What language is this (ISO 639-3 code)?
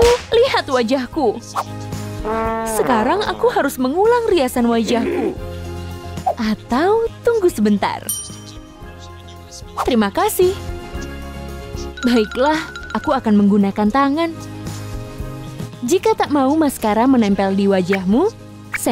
ind